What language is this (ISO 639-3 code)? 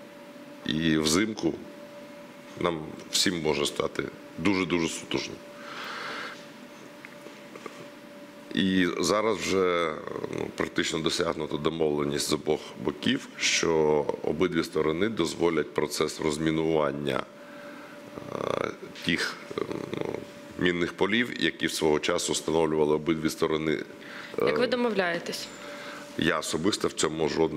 ukr